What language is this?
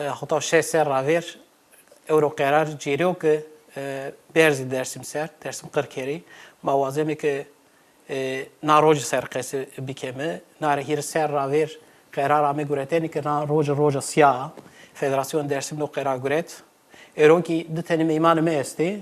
Zaza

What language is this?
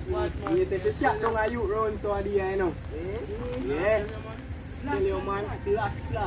Jamaican Creole English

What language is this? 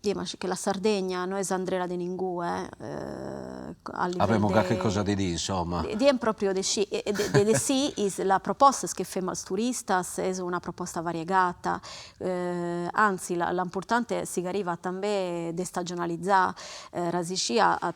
Sardinian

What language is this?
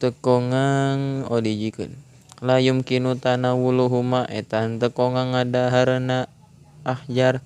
Sundanese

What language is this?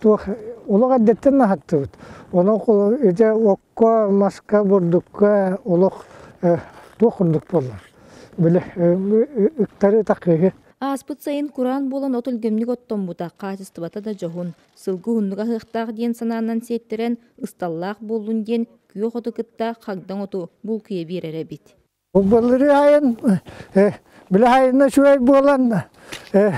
Yakut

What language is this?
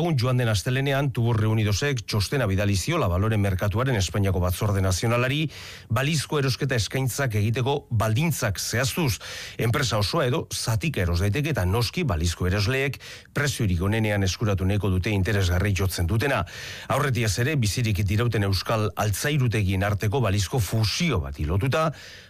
Basque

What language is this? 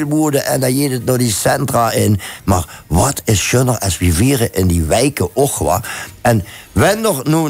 Limburgish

